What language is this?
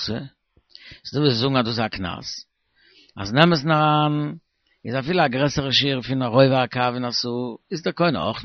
Yiddish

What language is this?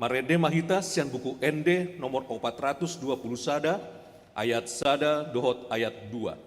Batak Toba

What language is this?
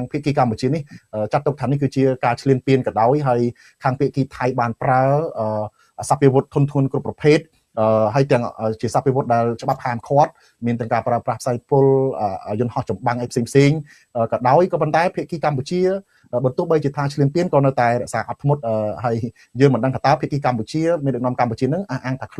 Khmer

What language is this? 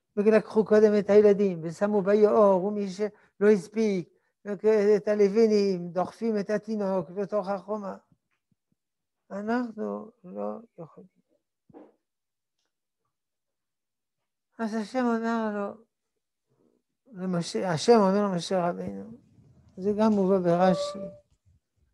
Hebrew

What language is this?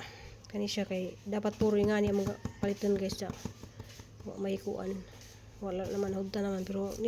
Cebuano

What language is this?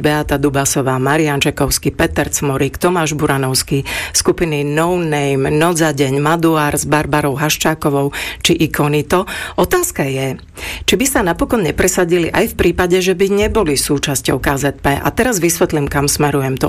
Slovak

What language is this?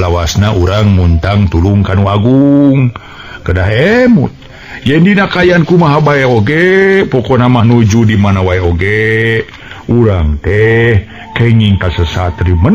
Sundanese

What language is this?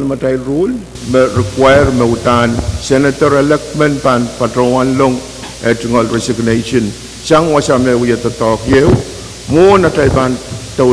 Pohnpeian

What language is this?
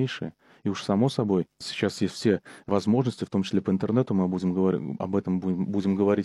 Russian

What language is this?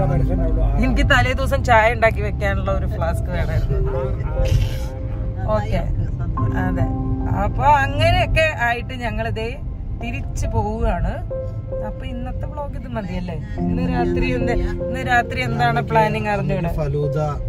Malayalam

